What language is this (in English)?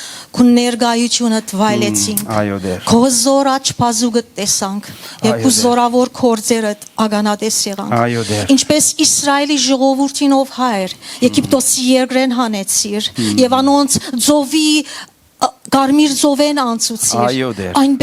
Western Armenian